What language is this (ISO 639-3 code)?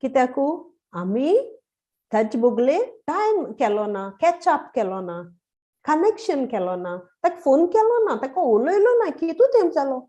kok